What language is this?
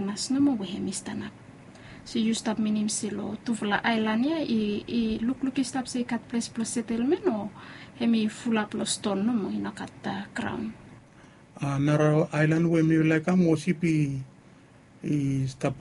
Bislama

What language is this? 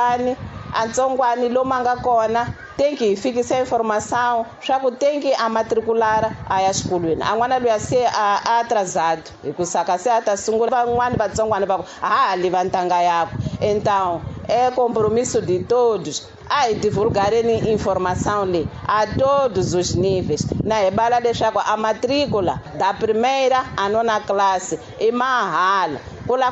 Tsonga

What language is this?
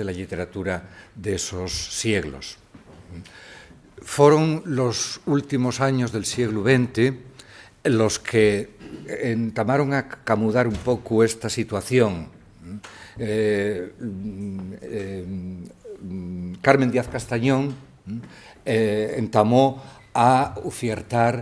Asturian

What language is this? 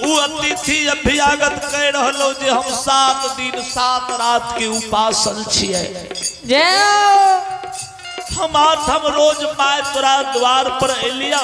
Maithili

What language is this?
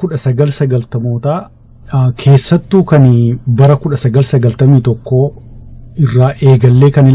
Oromo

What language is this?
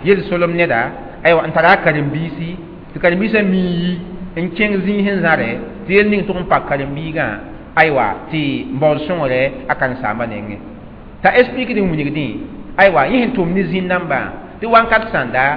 Mossi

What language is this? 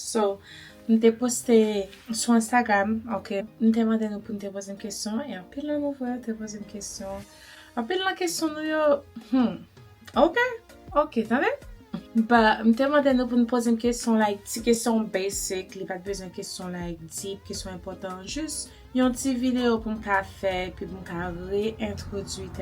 Haitian Creole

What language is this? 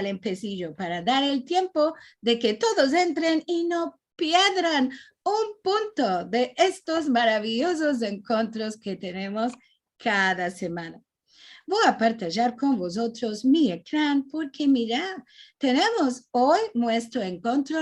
Ladino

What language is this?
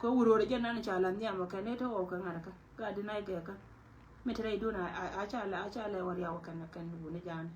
Nuer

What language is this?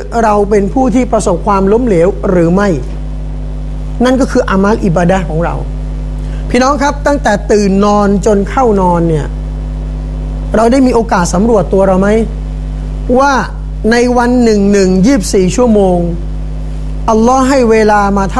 Thai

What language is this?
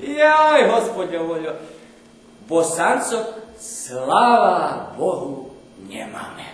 Rusyn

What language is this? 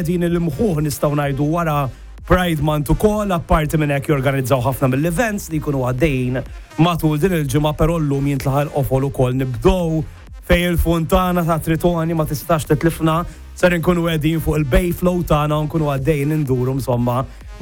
Maltese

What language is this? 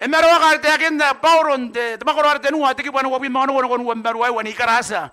Gilbertese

